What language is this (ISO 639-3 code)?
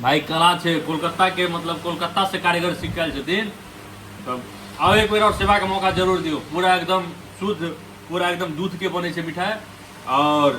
mai